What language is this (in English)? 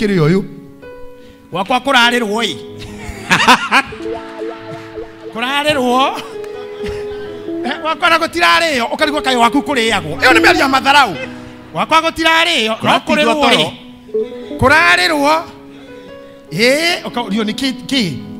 Kikuyu